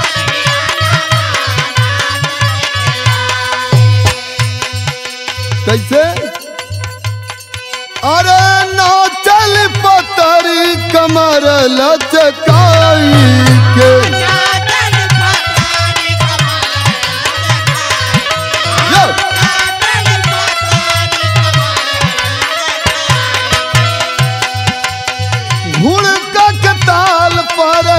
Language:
Bhojpuri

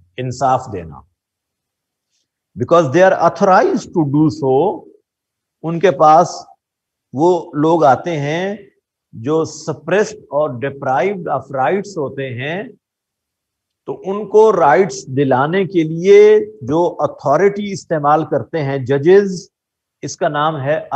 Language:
Urdu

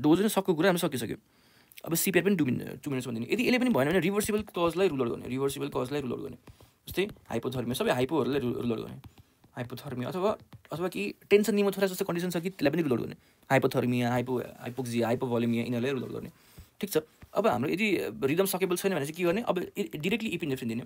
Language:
Nepali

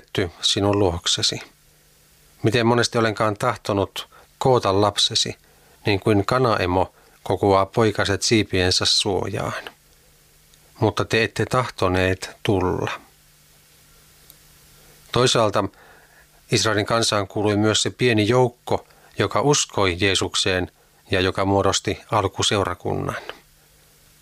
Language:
Finnish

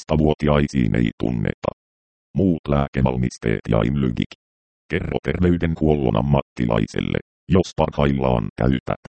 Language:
Finnish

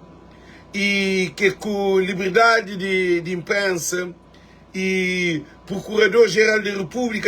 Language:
Kabuverdianu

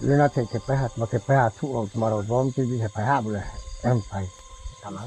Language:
Riang (India)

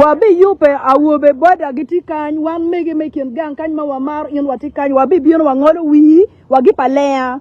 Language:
Acoli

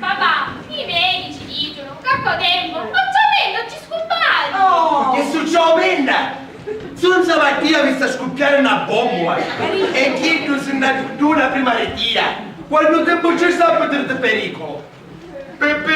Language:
Sicilian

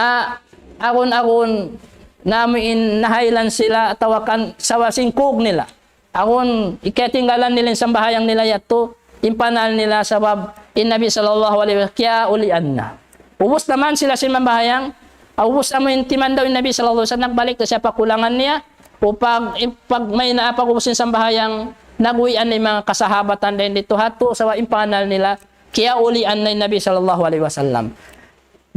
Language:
Tausug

